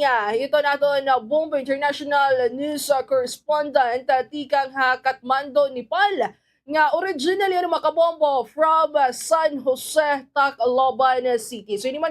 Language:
Waray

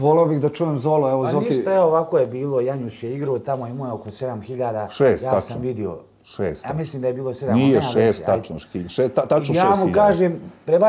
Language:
Bosnian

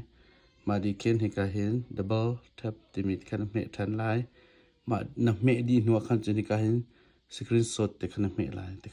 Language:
Hakha Chin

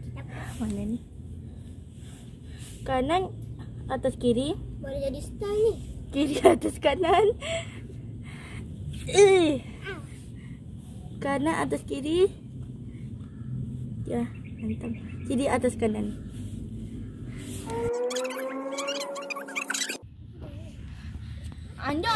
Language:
Malay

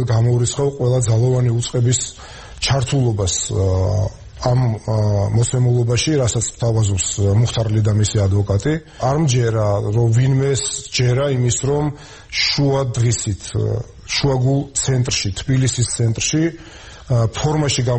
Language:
Georgian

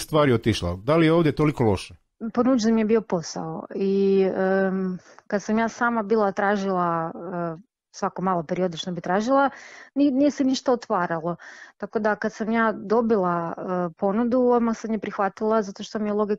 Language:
Croatian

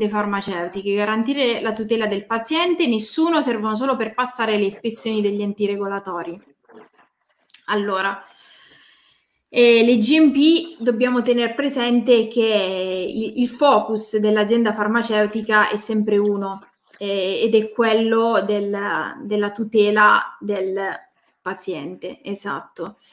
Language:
Italian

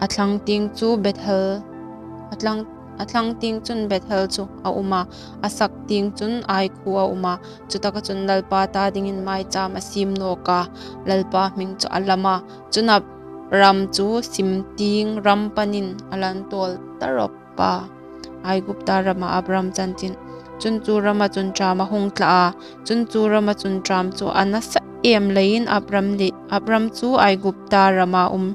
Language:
Hmar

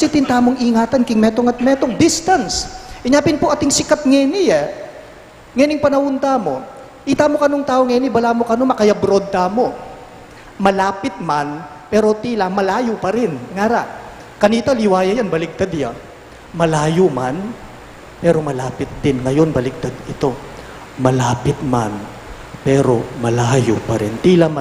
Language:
Pampanga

